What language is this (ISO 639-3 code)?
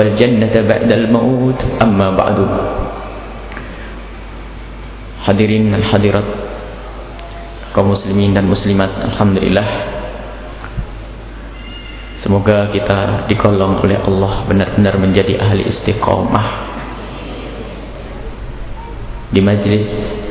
ind